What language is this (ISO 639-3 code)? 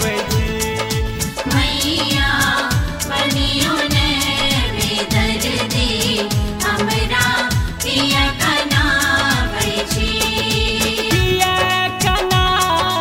bho